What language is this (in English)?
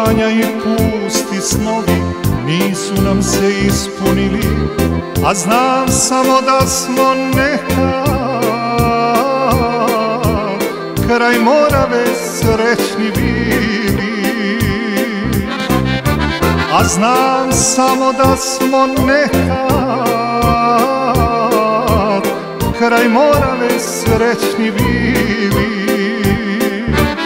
Serbian